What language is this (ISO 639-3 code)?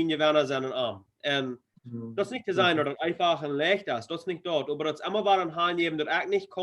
pdt